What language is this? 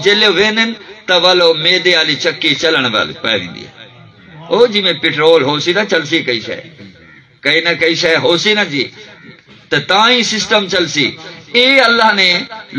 Saraiki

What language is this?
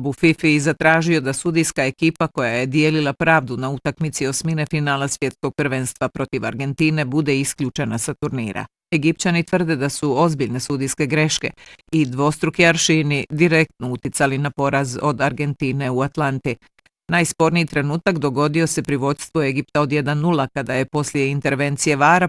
Bosnian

